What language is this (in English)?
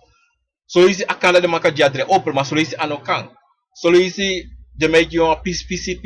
Sranan Tongo